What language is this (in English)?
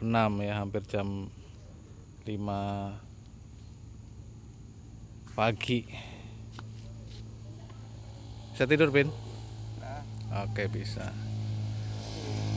Indonesian